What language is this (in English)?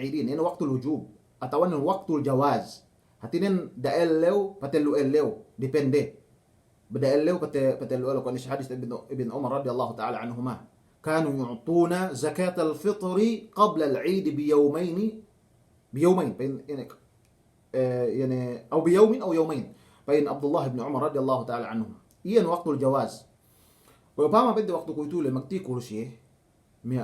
Yakan